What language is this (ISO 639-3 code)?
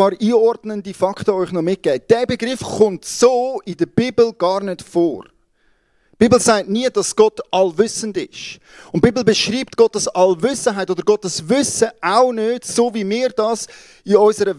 gsw